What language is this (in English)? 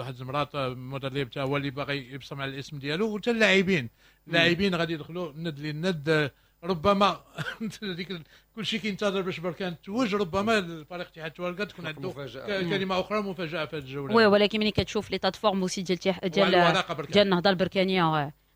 Moroccan Arabic